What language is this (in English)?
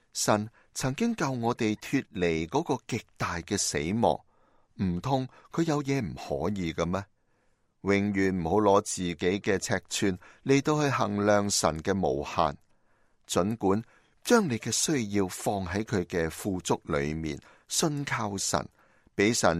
Cantonese